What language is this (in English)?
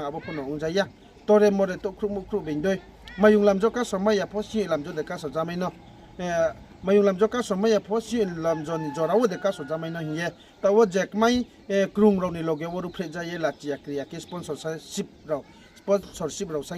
Riang (India)